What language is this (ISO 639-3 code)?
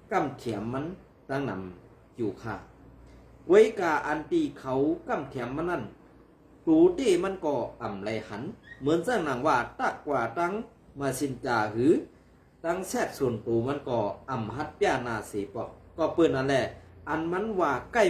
shn